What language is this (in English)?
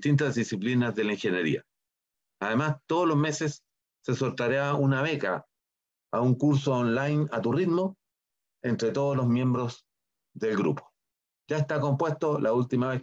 Spanish